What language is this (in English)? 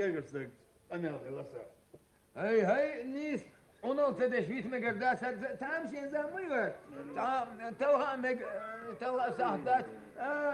Chechen